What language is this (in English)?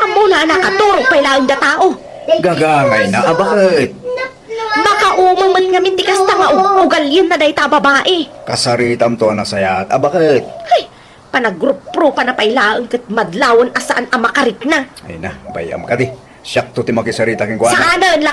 Iloko